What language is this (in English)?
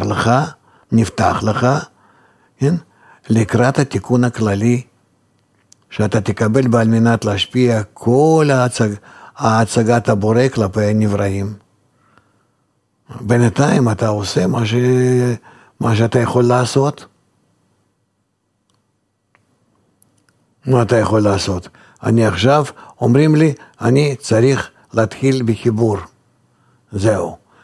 Hebrew